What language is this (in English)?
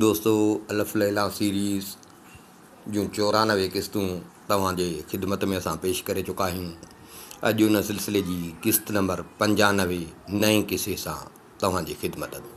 Sindhi